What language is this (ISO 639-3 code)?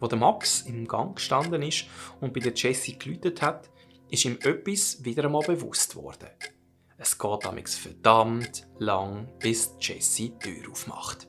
gsw